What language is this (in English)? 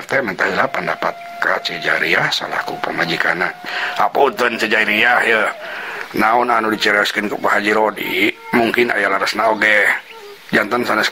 Sundanese